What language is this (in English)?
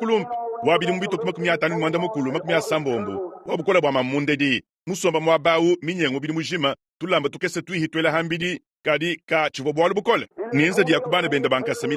Luba-Lulua